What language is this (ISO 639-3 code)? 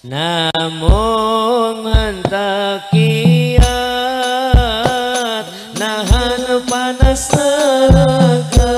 sun